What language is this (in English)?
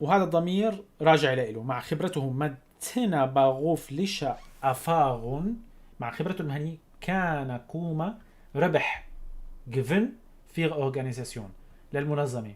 North Levantine Arabic